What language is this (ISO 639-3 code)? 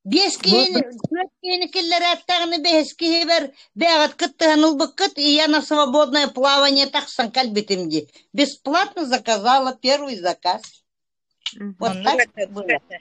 sah